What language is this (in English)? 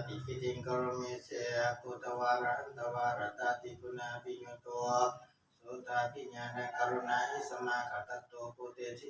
Pali